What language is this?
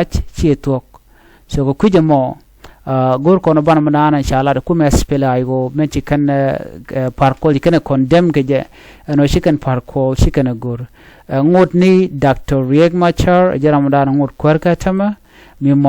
Nuer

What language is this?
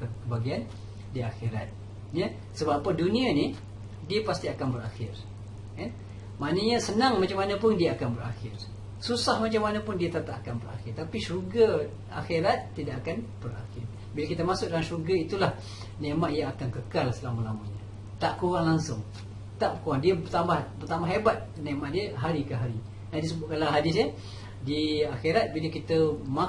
Malay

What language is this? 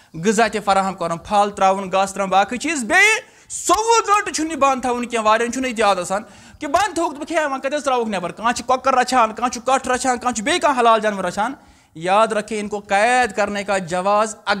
Kashmiri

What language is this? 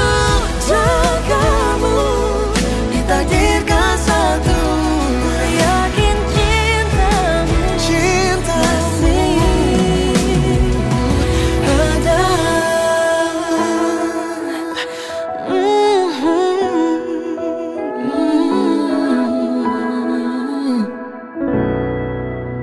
Indonesian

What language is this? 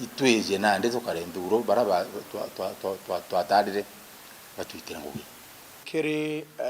Meru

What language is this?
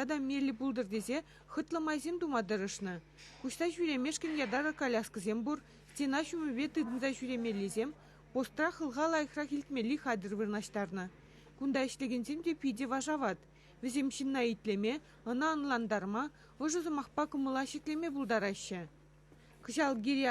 Chuvash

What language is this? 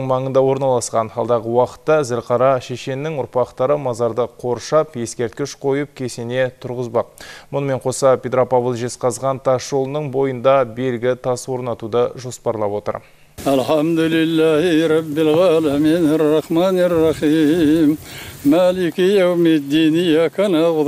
Kazakh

